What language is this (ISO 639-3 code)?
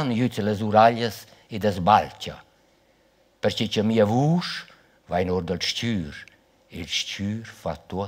roh